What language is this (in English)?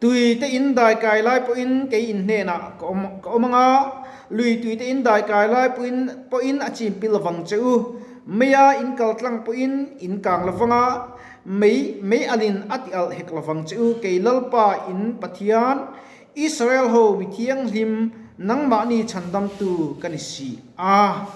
Mizo